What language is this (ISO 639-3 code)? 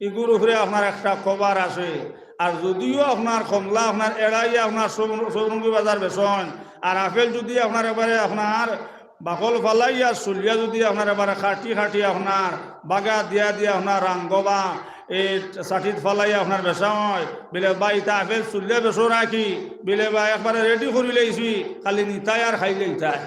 syl